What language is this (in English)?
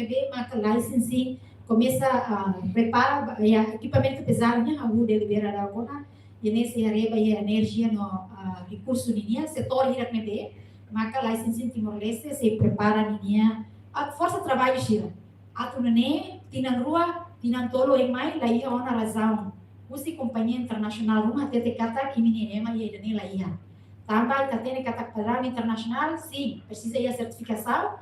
Tetum